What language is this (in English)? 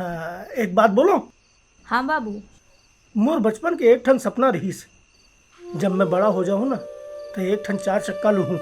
Chhattisgarhi